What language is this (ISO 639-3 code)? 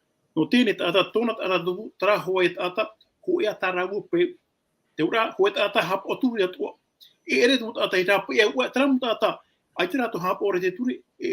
tah